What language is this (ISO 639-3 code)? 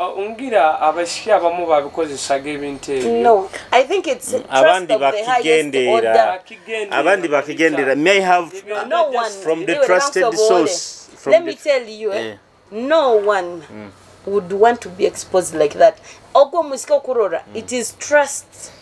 nyo